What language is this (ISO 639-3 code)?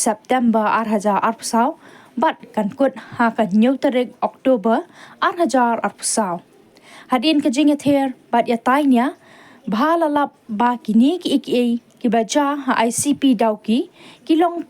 kha